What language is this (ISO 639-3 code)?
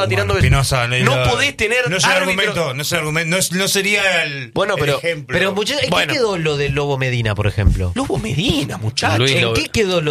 spa